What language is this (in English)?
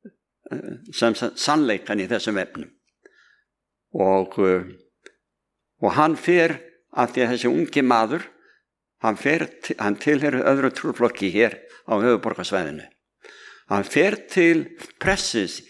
Icelandic